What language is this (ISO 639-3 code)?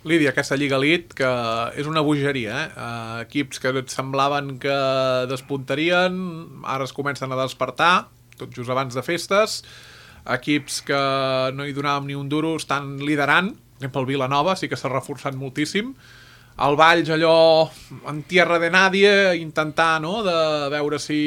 cat